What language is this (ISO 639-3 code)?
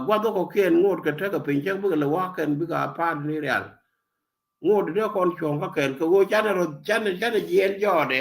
nus